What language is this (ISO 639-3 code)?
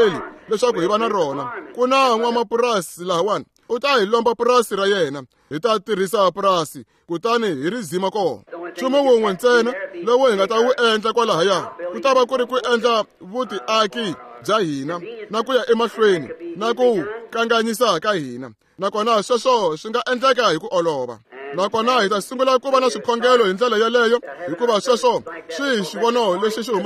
tso